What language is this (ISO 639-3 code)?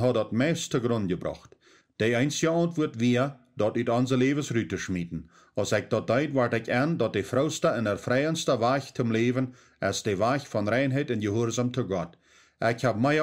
pdt